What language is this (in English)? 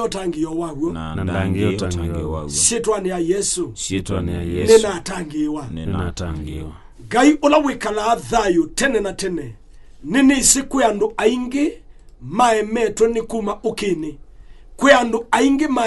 Kamba